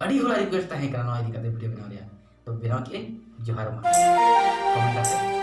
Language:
Santali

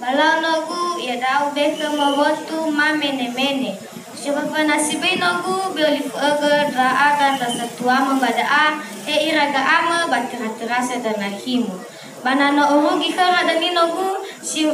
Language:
Nias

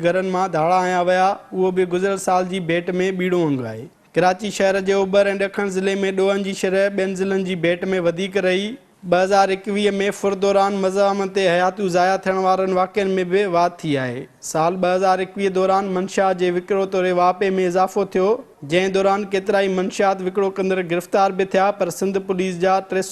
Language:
Sindhi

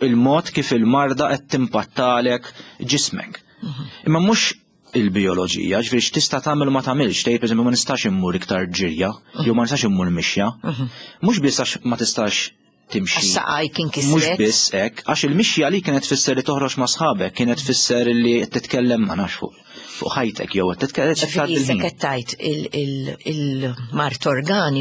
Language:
Maltese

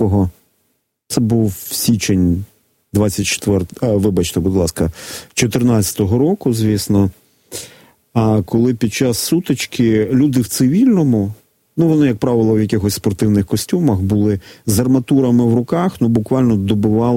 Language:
Ukrainian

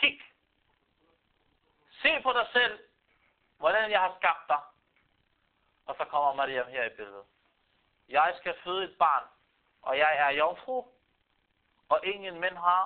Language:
Danish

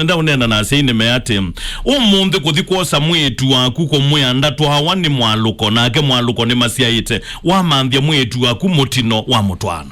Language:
Kamba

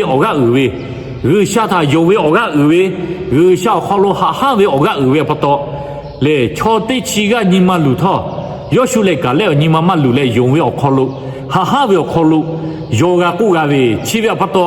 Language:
Lahu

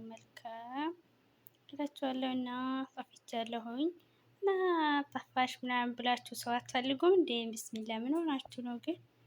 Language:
Amharic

